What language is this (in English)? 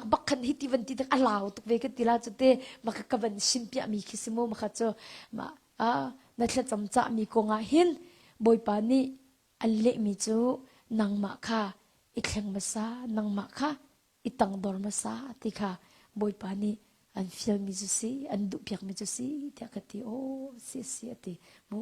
Hakha Chin